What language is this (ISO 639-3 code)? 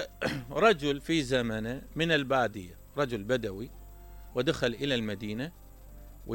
acm